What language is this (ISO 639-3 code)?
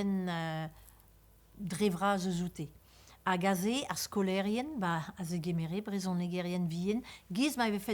bre